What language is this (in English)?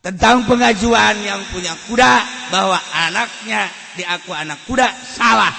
Sundanese